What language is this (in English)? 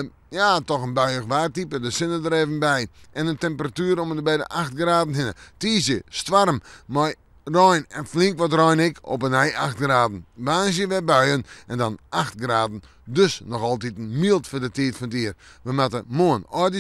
Western Frisian